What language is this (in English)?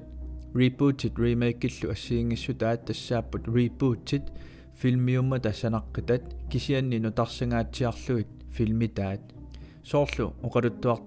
Kalaallisut